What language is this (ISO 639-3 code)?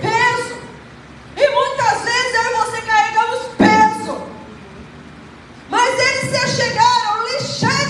por